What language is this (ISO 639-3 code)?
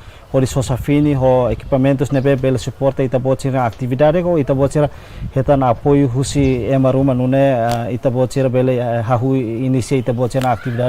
tet